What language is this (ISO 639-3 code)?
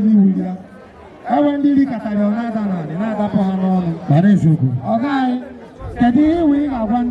ibo